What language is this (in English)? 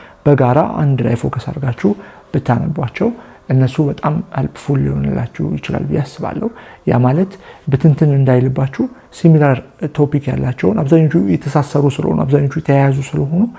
Amharic